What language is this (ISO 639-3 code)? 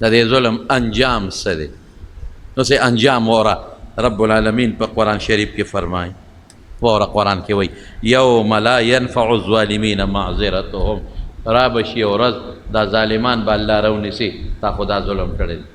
pus